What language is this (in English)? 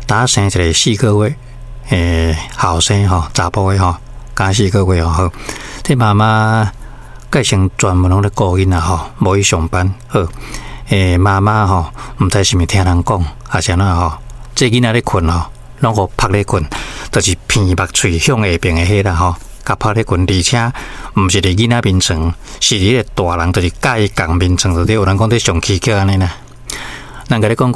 Min Nan Chinese